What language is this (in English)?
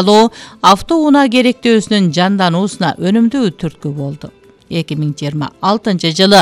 Kyrgyz